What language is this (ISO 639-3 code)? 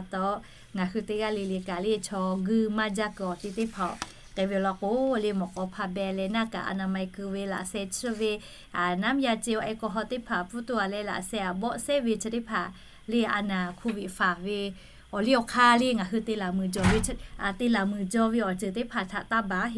lhu